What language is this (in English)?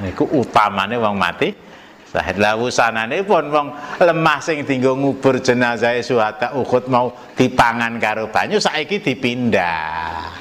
Javanese